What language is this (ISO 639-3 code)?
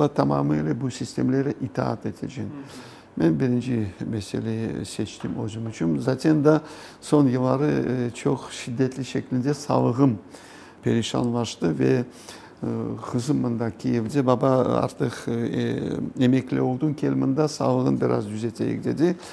crh